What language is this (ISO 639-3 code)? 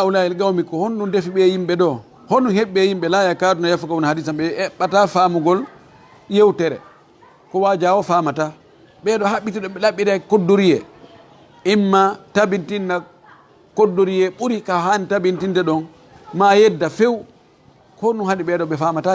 ful